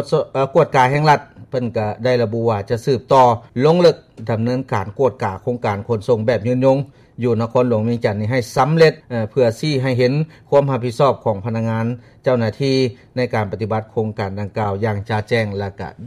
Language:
Lao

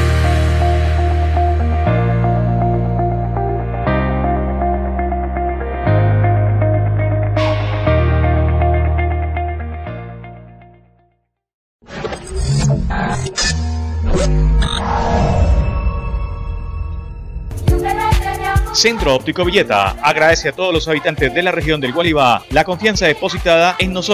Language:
Spanish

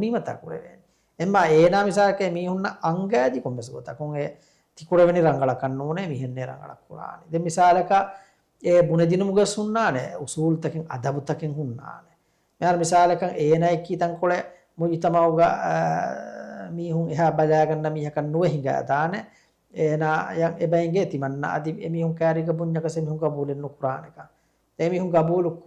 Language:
Divehi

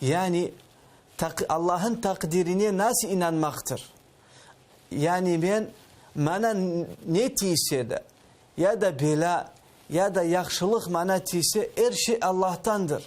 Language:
Crimean Tatar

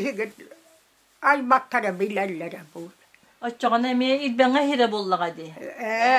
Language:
Yakut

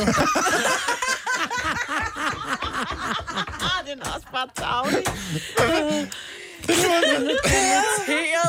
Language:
Danish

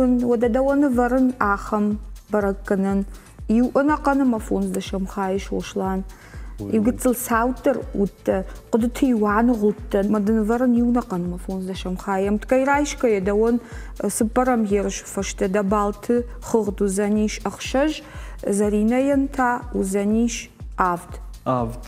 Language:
Ossetic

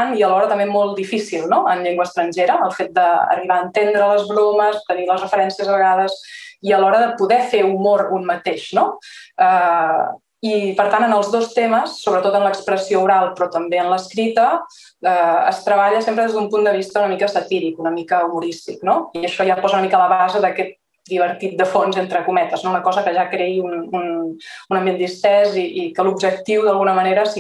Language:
Catalan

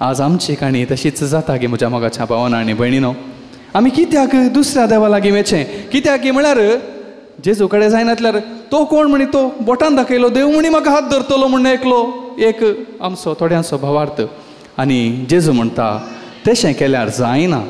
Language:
Konkani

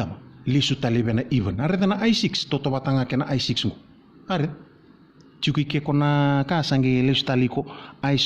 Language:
Fijian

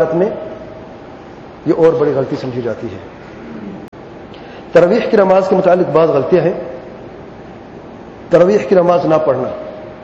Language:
Urdu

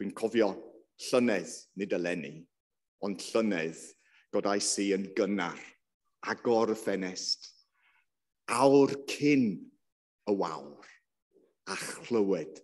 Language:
Welsh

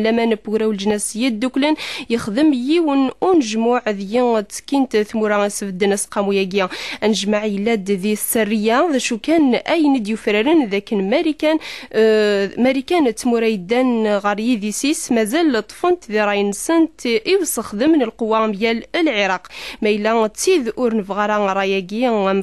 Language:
Kabyle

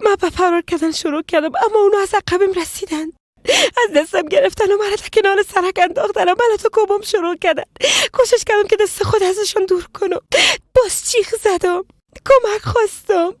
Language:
Persian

